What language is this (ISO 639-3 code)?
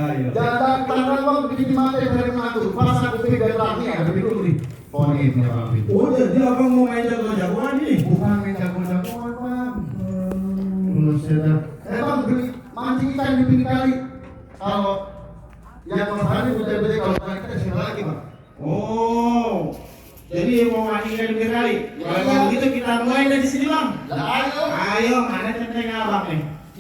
bew